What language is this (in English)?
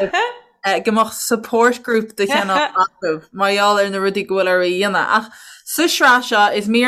Irish